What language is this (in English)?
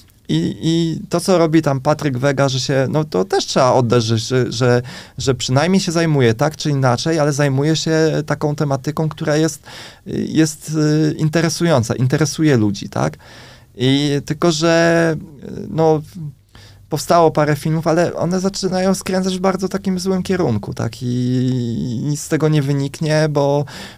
Polish